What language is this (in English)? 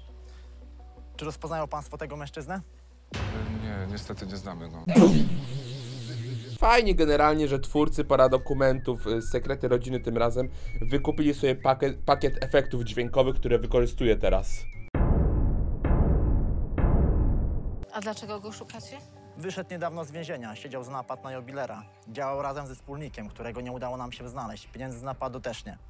Polish